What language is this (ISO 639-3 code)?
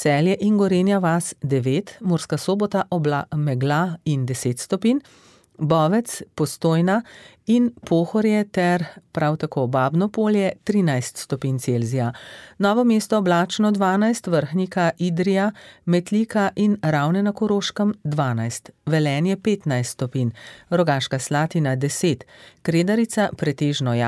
slv